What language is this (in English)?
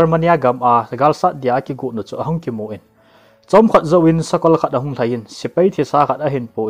Thado Chin